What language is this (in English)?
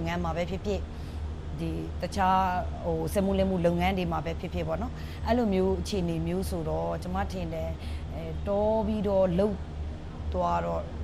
Burmese